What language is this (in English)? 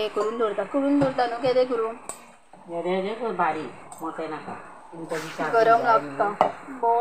Konkani